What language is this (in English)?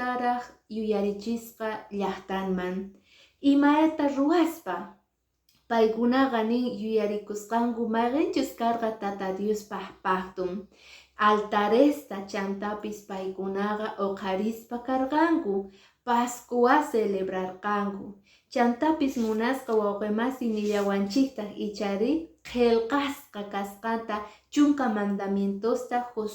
Quechua